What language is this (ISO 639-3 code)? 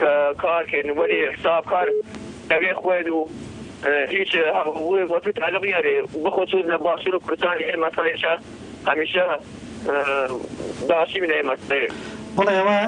ckb